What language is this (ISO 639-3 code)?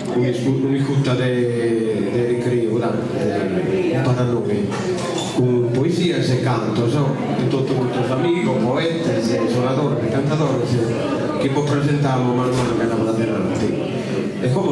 srd